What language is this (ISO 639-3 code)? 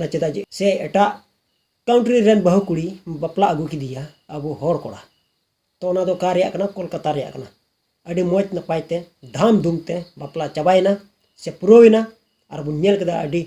sat